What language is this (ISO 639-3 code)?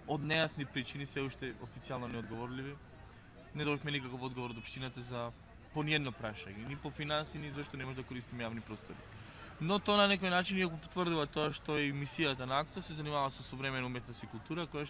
mkd